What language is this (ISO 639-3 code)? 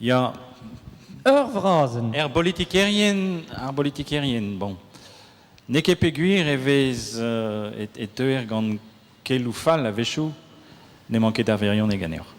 bre